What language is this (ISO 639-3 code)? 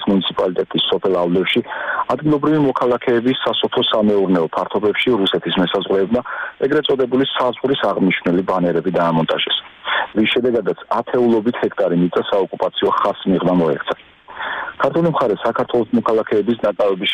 kat